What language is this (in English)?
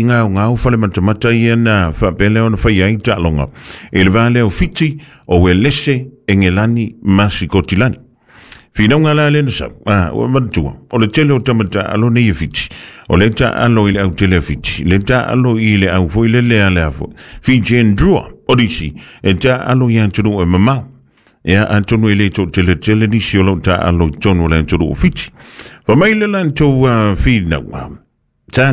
Samoan